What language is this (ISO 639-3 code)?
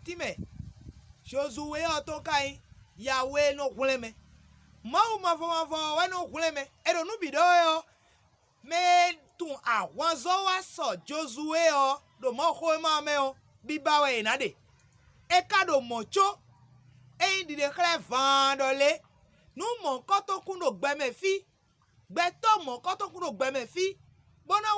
fon